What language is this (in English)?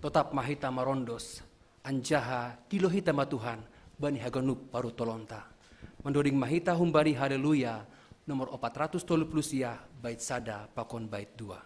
Batak Simalungun